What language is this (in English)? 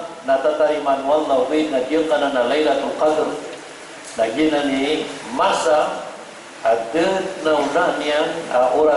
Maranao